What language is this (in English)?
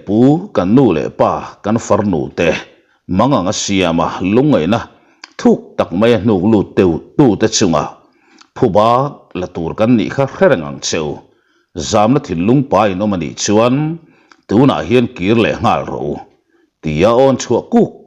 Mizo